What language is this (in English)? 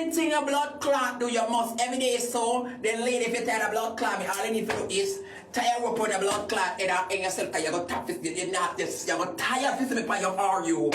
Jamaican Creole English